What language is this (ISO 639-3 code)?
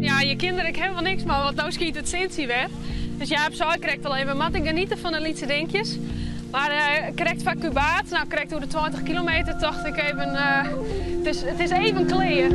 fry